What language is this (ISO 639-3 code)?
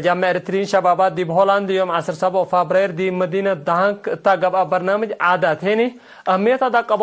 tig